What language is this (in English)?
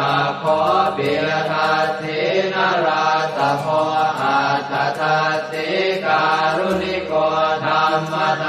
Pali